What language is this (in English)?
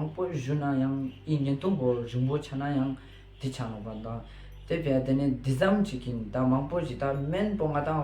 Ladakhi